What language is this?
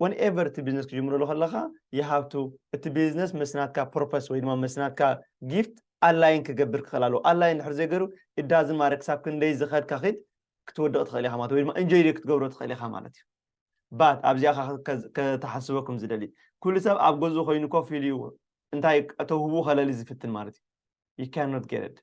Tigrinya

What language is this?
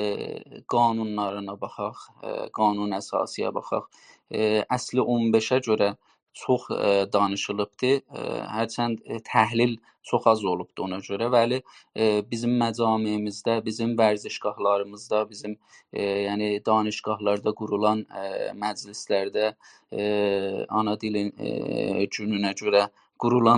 South Azerbaijani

